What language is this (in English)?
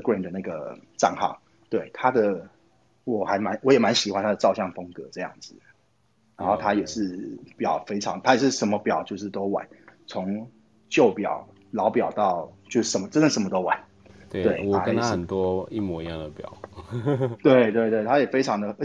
Chinese